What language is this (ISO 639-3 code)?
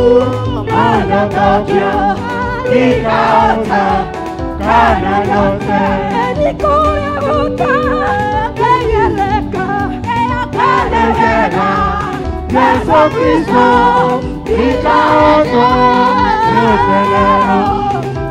swa